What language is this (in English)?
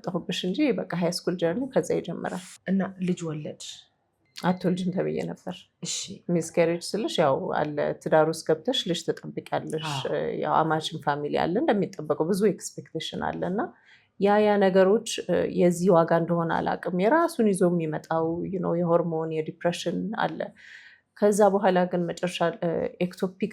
Amharic